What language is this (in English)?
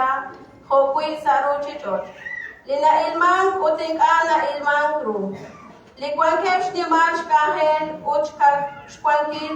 Kekchí